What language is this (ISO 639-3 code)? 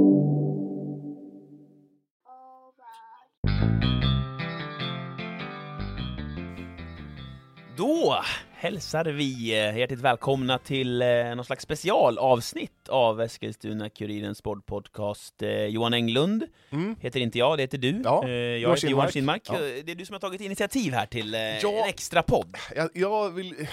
swe